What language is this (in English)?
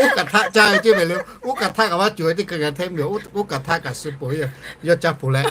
Lahu